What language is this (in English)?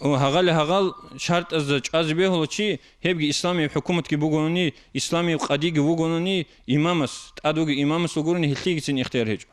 Avaric